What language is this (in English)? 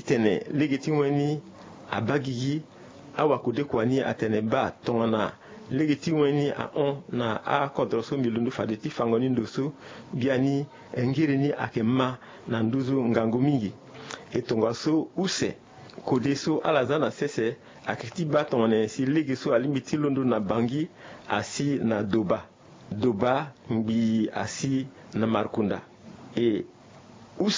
Sango